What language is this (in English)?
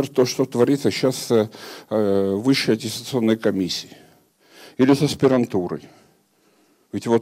Russian